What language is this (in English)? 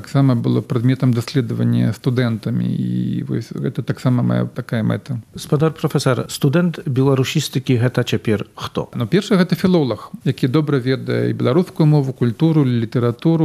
Belarusian